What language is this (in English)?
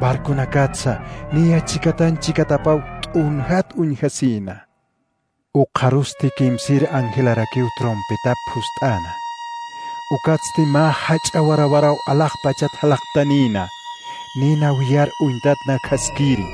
Aymara